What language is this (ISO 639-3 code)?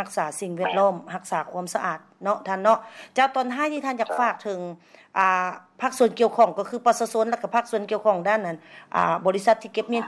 lao